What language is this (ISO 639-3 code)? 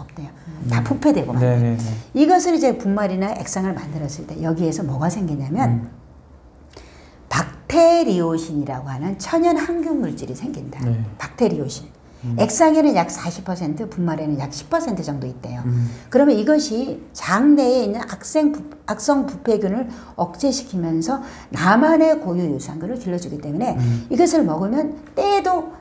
kor